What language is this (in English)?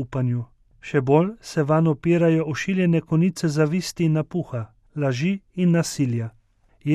Slovenian